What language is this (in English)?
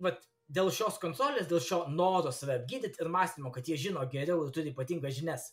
Lithuanian